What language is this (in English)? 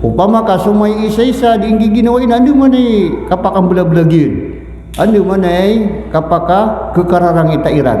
Maranao